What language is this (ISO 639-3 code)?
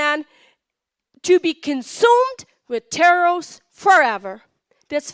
pdt